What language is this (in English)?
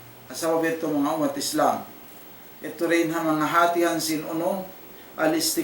Tausug